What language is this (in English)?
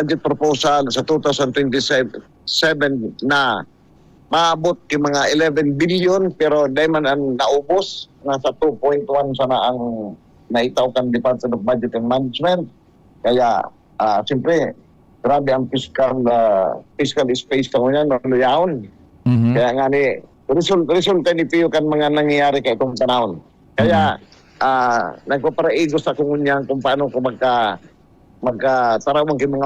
Bikol